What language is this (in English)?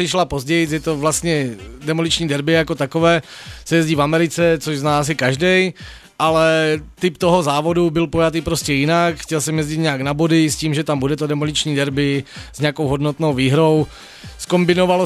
Czech